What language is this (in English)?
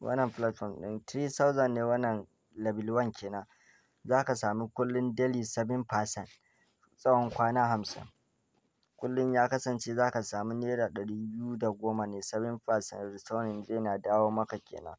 Hausa